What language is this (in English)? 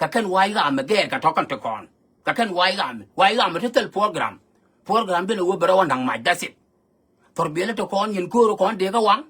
Nuer